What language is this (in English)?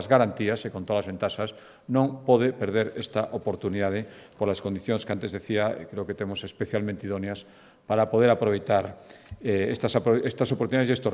Galician